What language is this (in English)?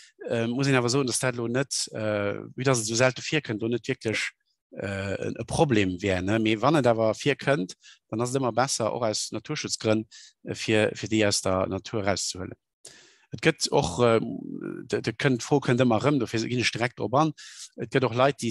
Luxembourgish